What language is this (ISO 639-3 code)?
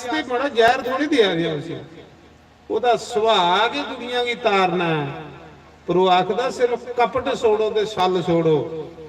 doi